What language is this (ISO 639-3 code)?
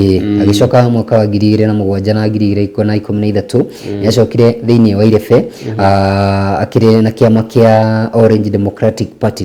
kik